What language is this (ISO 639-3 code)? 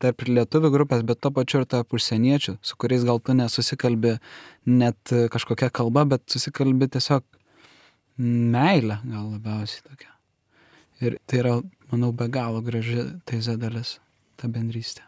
lit